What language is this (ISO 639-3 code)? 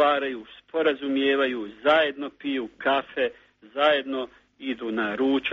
srp